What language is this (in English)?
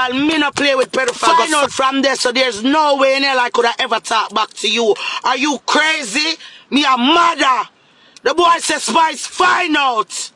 Jamaican Creole English